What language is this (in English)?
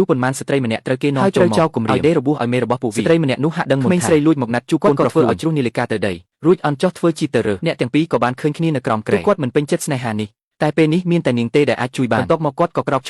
Khmer